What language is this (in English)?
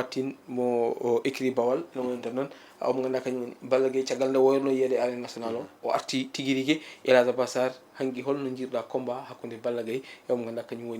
Fula